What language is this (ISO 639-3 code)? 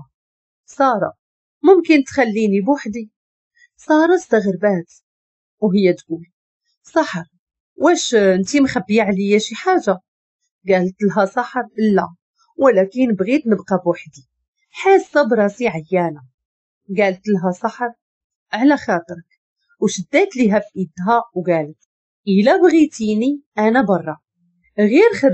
ary